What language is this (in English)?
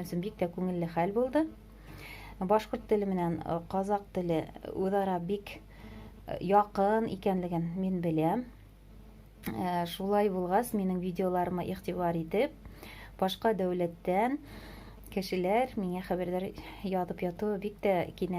Bashkir